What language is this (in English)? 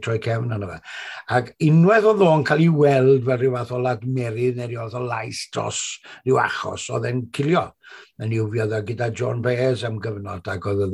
Welsh